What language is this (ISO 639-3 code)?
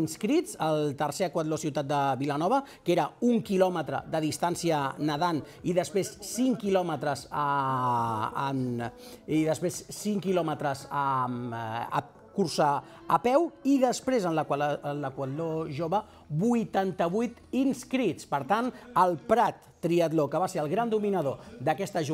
cat